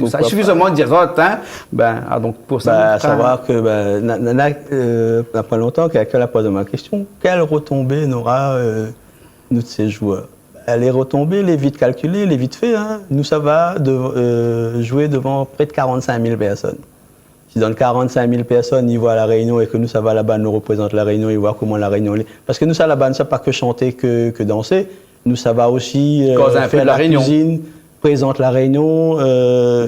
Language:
Réunion Creole French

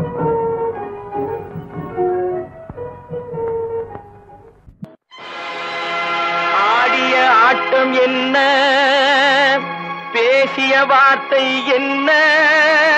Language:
Tamil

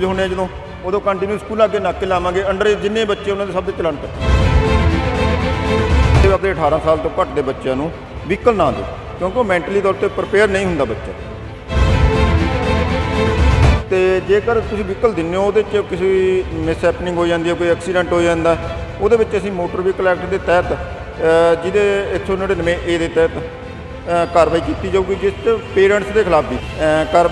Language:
Punjabi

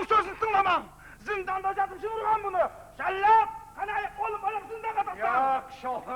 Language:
Kara-Kalpak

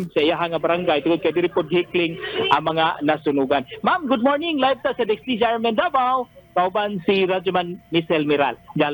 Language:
Cebuano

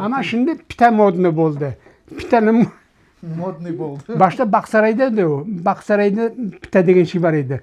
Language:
Crimean Tatar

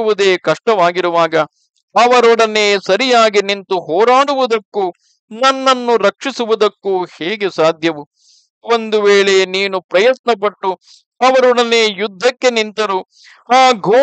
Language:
Kannada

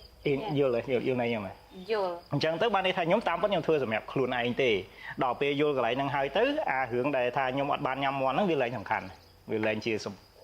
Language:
Khmer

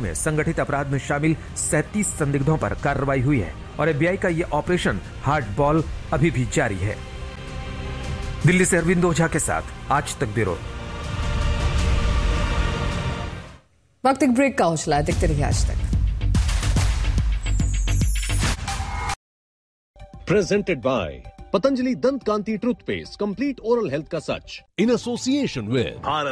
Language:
Hindi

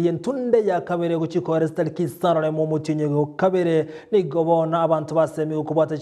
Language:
Gusii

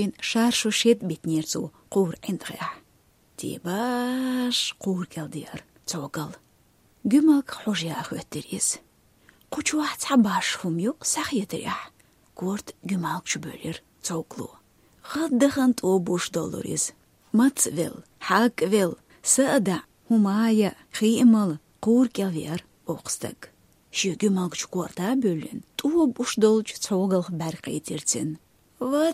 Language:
Chechen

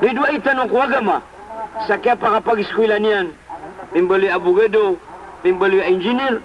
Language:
Maranao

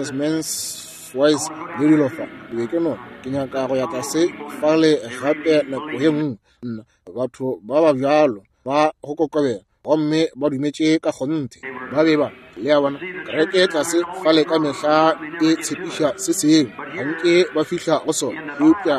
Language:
Northern Sotho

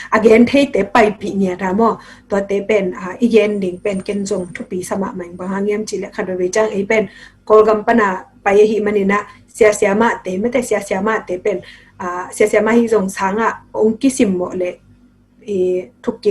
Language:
Tedim Chin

